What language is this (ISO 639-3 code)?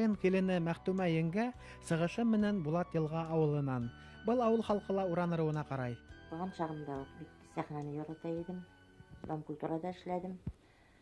bak